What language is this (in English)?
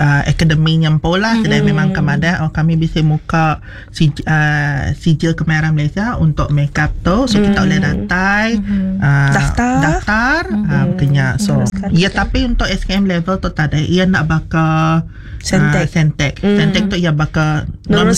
Iban